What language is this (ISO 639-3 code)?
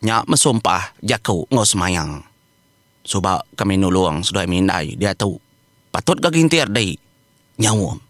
iba